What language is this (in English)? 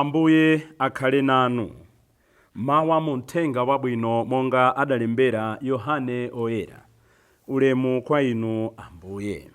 Nyanja